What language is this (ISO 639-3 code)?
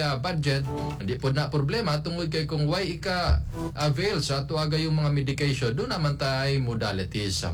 ceb